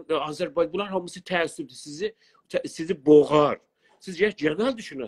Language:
South Azerbaijani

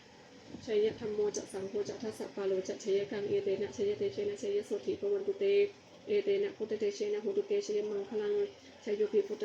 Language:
Pali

